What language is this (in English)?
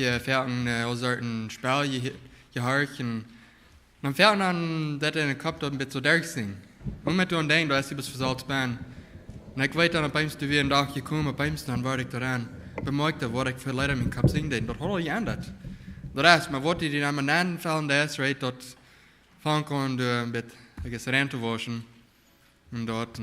Plautdietsch